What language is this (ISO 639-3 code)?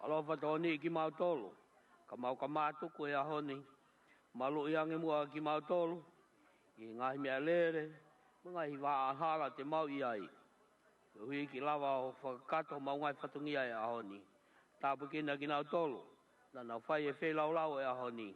ton